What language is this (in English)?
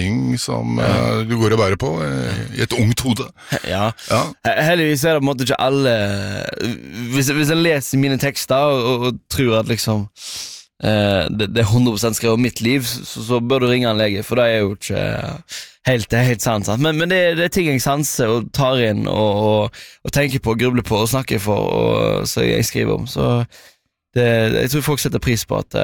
Norwegian